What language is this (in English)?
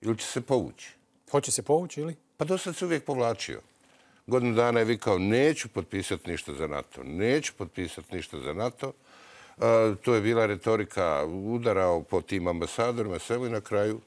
Bosnian